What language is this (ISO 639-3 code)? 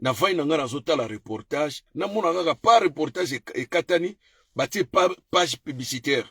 lin